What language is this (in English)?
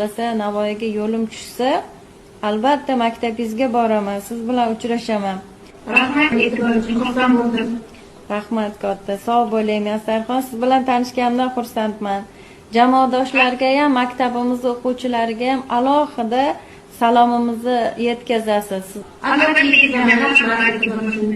Uzbek